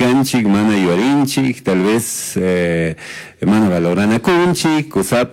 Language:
Chimborazo Highland Quichua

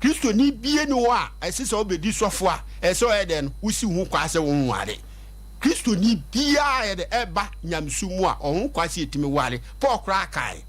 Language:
Akan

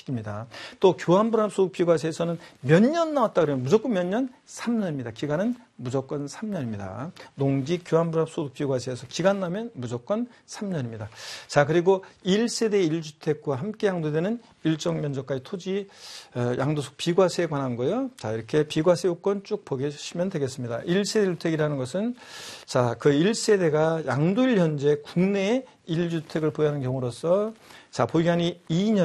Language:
Korean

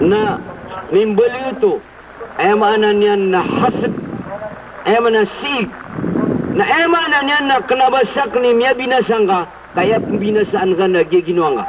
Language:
Maranao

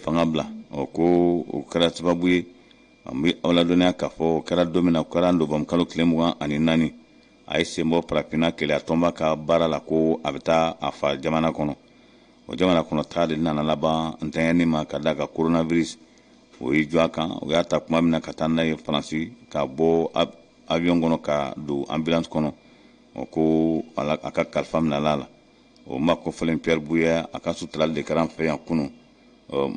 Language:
Bambara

